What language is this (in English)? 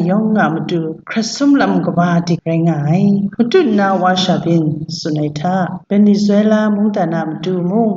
Kachin